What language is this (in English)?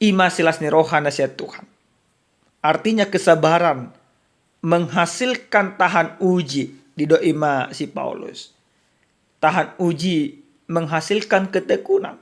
Batak Toba